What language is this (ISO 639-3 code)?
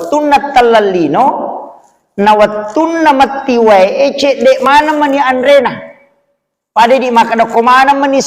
bug